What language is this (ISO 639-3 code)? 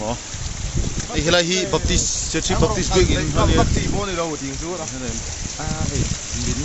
hmr